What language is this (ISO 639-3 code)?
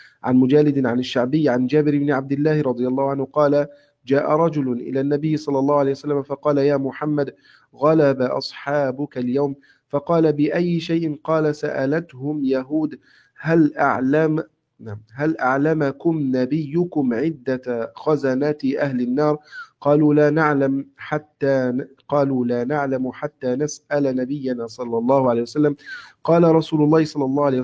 ara